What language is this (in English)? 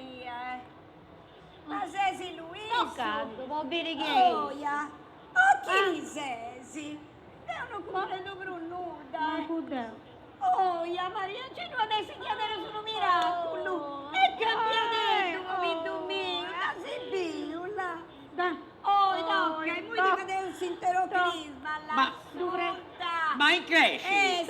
Sardinian